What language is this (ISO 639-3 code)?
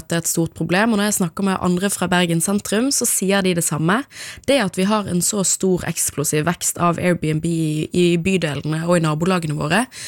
nor